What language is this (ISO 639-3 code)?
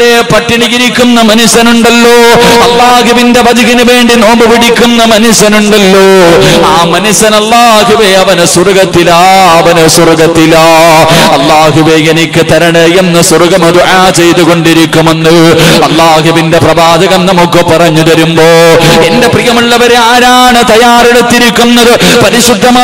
mal